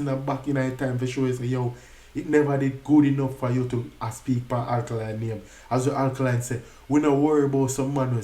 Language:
Jamaican Creole English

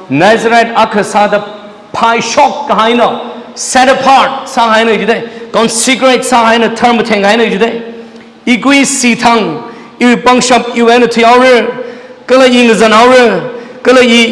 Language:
Tangkhul Naga (India)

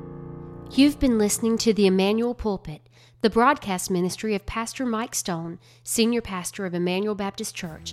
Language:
English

